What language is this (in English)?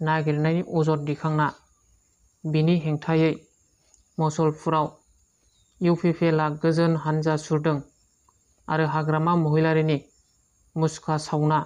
Bodo